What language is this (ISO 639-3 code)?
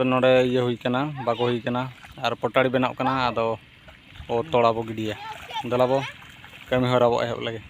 sat